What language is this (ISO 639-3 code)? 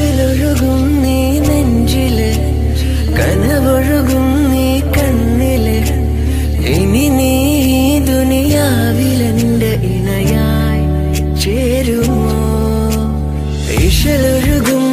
mal